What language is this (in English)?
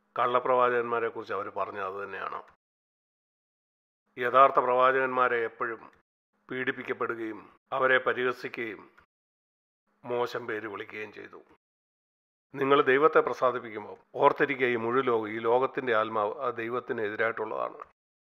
Malayalam